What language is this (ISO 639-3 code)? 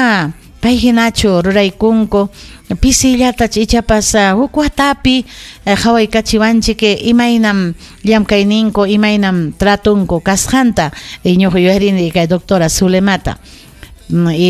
quy